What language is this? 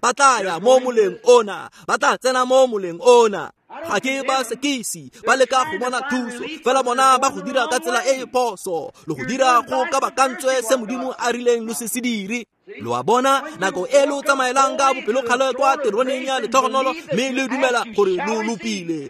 Tswana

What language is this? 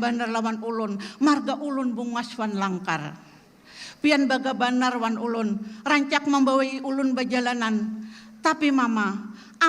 Banjar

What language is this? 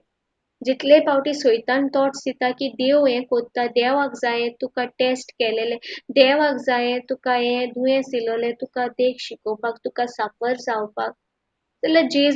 Konkani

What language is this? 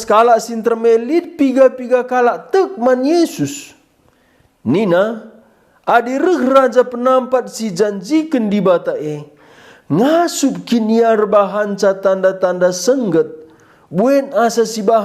Batak Karo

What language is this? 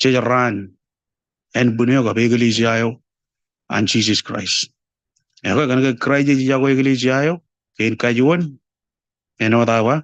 Marshallese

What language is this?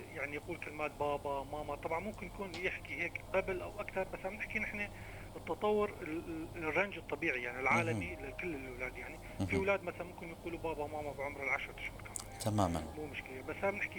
North Levantine Arabic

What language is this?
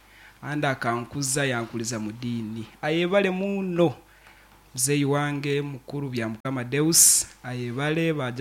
Nyoro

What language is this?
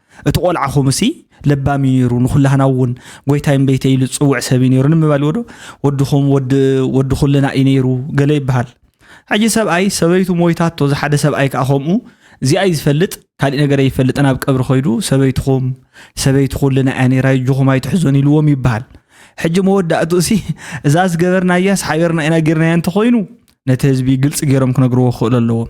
Tigrinya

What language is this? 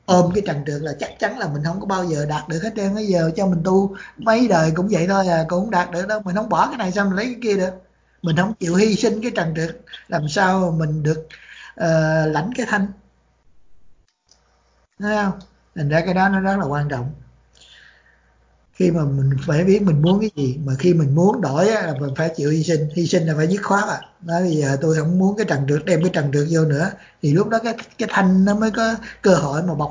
Vietnamese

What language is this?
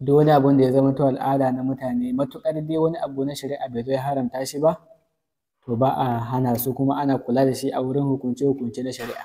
Hausa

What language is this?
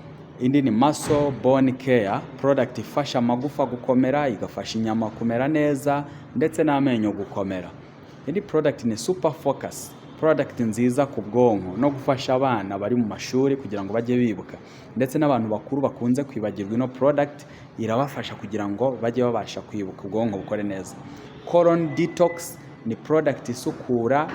Kinyarwanda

